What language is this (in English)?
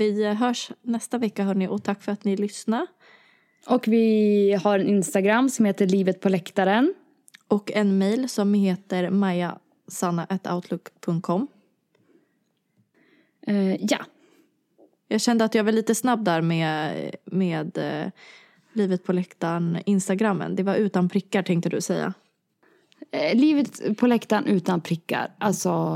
Swedish